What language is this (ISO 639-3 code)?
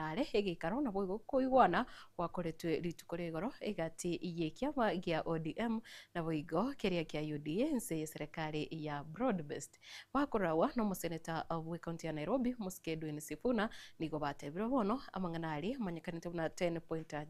guz